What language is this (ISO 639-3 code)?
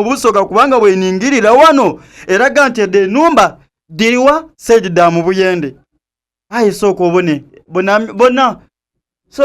xog